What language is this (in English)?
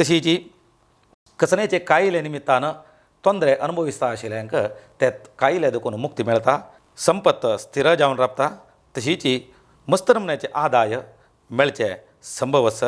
Konkani